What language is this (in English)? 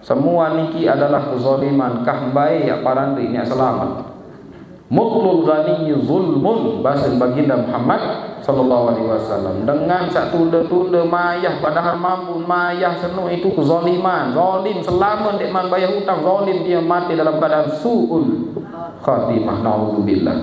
Sasak